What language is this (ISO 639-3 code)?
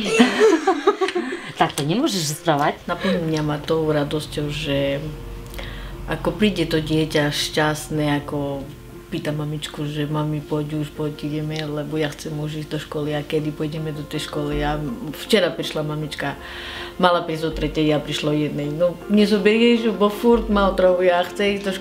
slk